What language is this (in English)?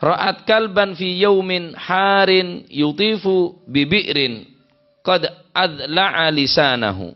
Madurese